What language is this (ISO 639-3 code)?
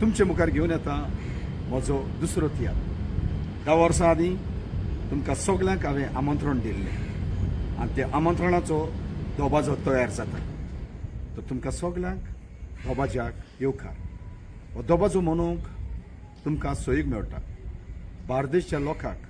kok